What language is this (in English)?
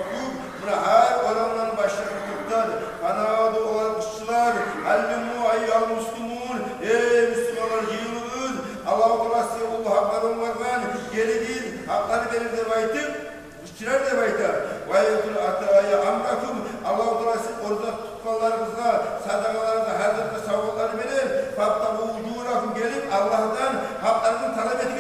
Kumyk